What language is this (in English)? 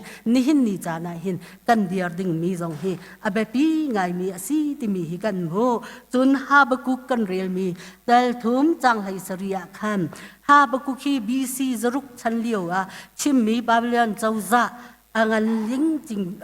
Hakha Chin